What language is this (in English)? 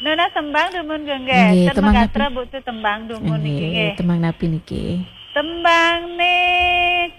Balinese